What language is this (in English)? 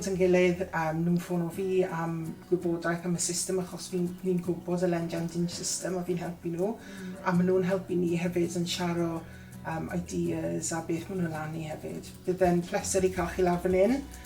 Welsh